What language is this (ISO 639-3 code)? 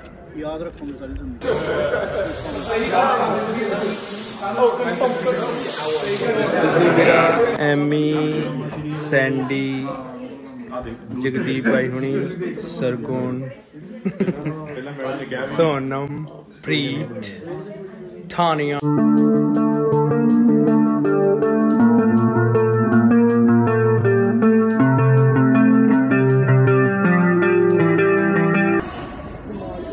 pan